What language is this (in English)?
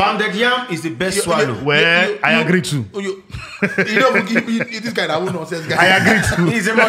Nigerian Pidgin